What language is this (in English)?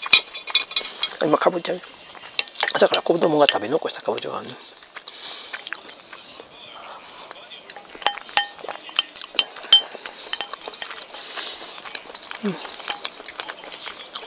Japanese